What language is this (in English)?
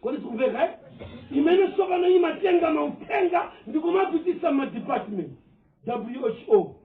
Nyanja